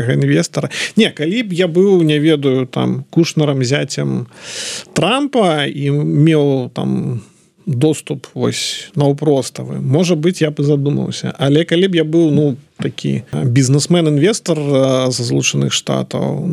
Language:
Belarusian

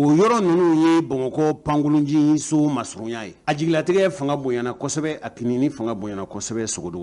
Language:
Bambara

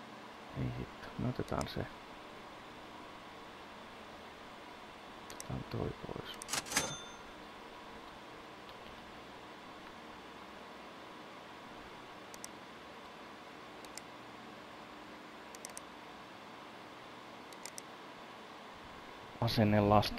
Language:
Finnish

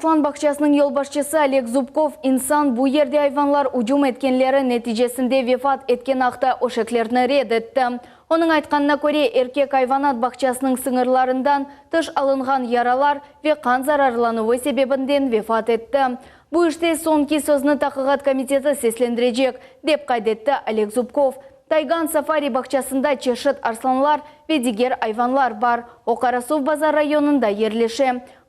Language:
Crimean Tatar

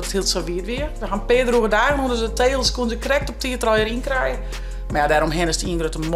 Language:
Western Frisian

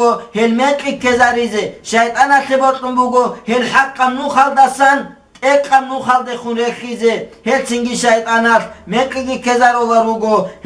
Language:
Avaric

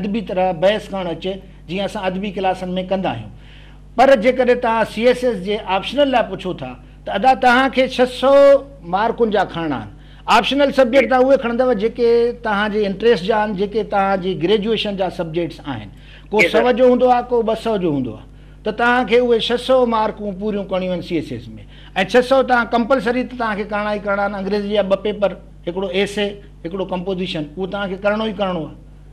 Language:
Sindhi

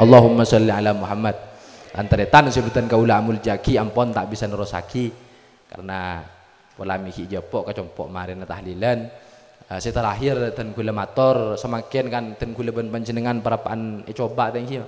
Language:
Madurese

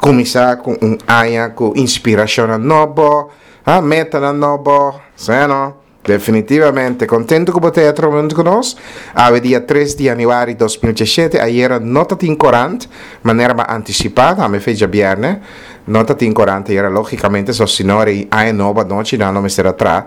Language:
Papiamento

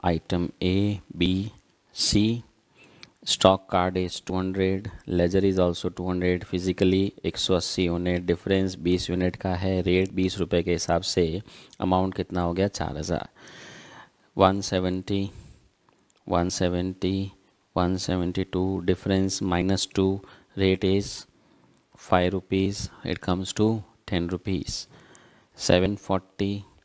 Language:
Hindi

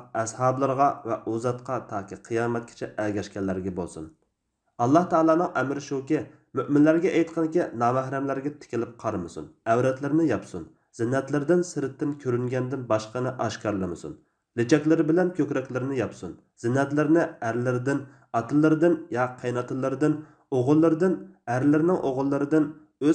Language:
Uyghur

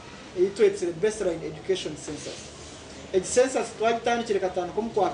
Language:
Nyankole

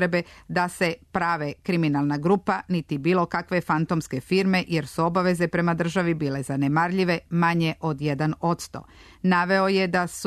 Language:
Serbian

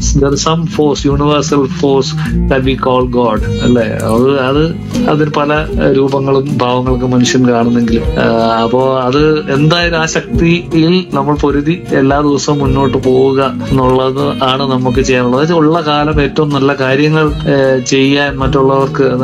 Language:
Malayalam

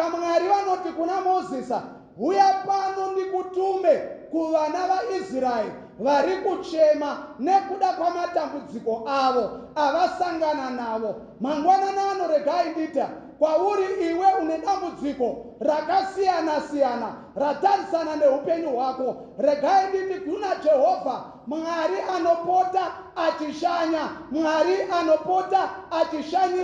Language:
Shona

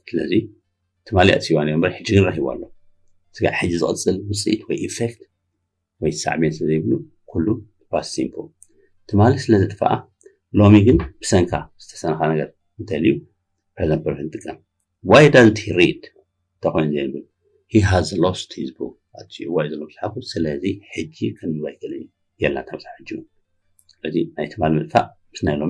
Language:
Tigrinya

